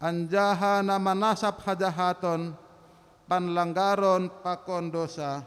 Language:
Batak Simalungun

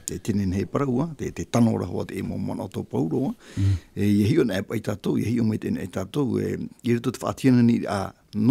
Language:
Tahitian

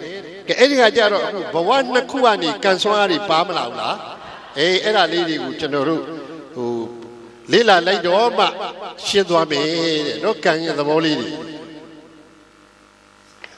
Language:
Burmese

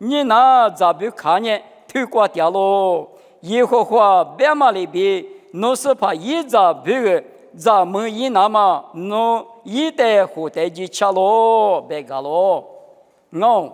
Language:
Lisu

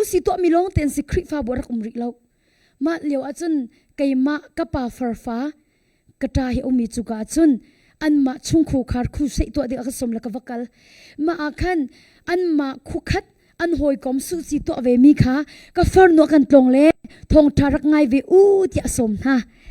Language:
Hakha Chin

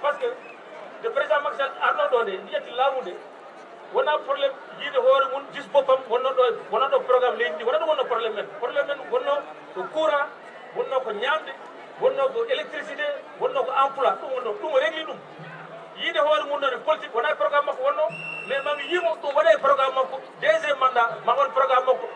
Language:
Fula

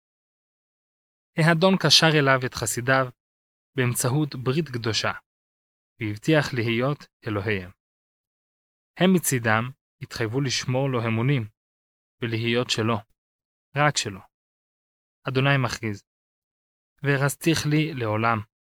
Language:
Hebrew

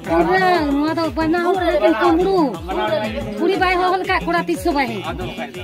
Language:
Santali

